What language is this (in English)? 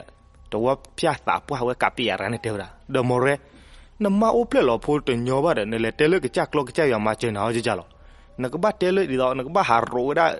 S'gaw Karen